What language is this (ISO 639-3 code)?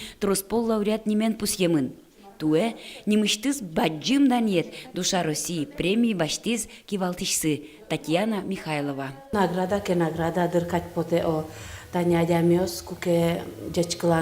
udm